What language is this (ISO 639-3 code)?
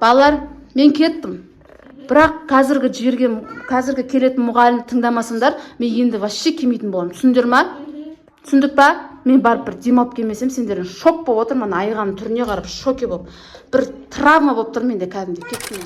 kaz